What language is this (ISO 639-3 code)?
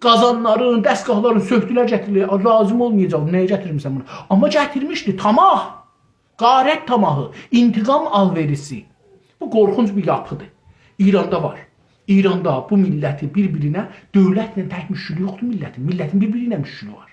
azb